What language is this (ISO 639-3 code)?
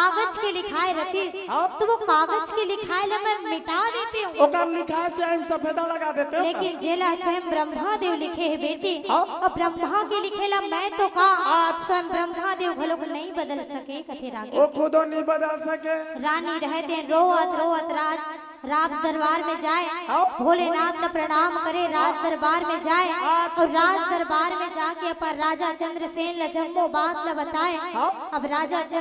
hne